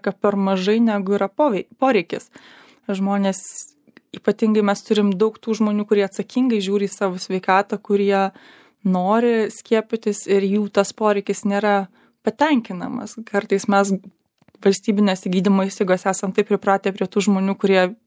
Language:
Lithuanian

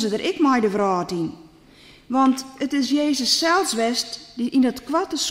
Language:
Western Frisian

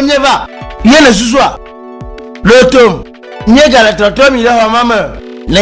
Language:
Ewe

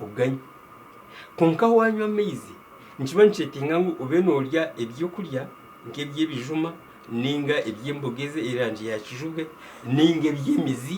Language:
Nyankole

